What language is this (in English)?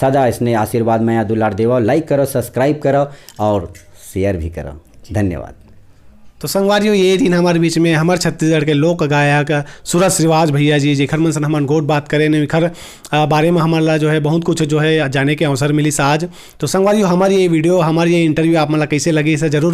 Chhattisgarhi